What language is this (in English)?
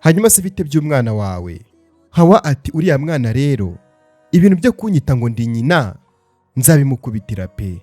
Kinyarwanda